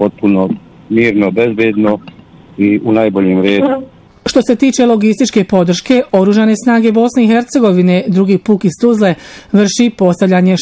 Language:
Bosnian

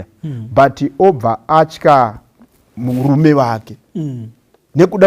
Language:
Shona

